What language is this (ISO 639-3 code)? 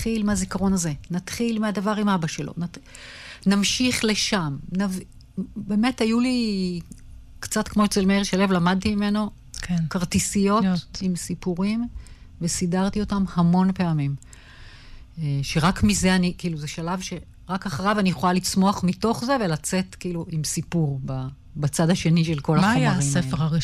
heb